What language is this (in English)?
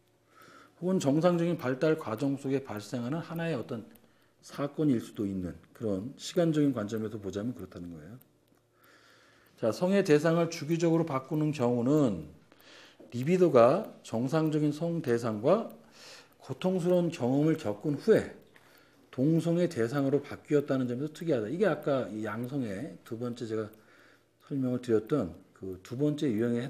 Korean